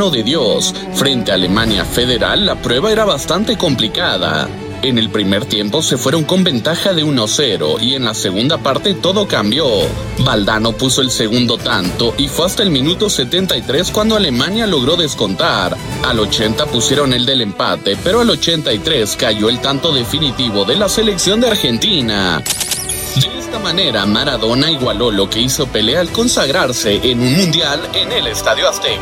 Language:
Spanish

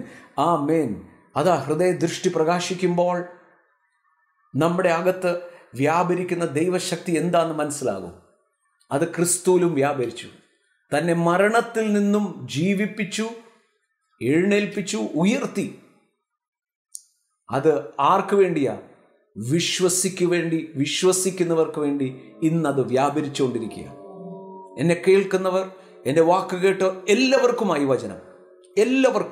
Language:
Malayalam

